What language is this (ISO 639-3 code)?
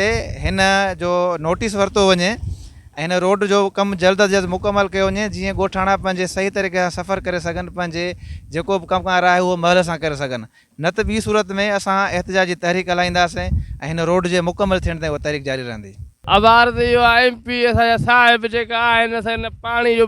snd